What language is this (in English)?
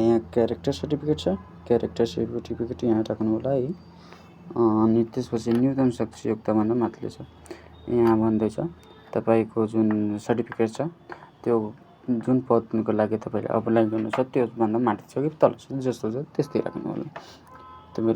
Nepali